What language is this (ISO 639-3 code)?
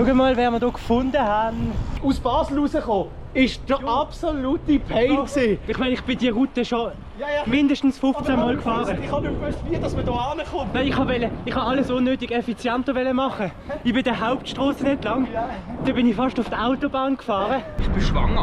gsw